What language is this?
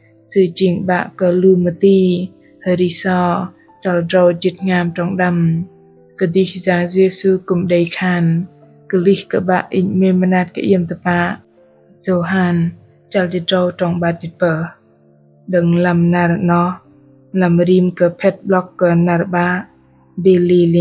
Bahnar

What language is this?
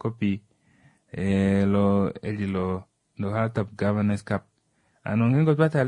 Kuanyama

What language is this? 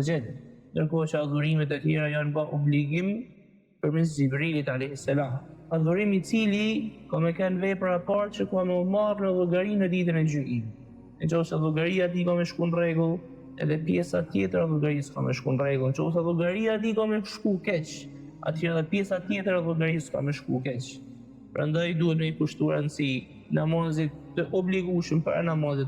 Albanian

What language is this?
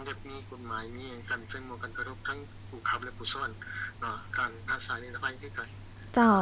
Lao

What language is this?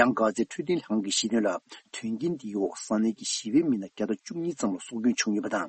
Tibetan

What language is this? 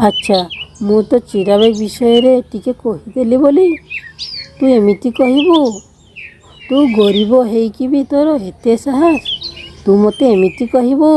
Odia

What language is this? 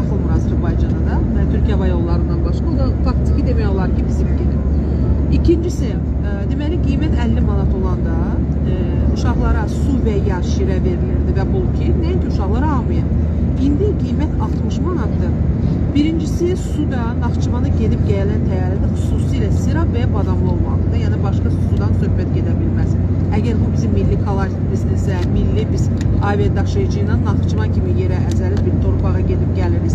Azerbaijani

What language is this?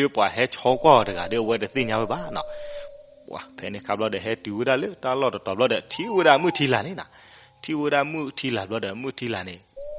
S'gaw Karen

